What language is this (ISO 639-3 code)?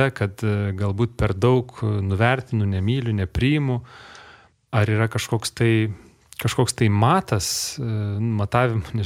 lit